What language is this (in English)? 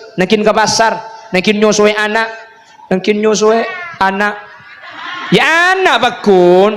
Madurese